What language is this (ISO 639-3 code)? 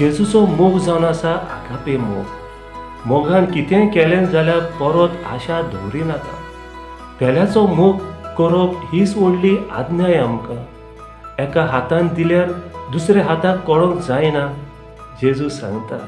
kok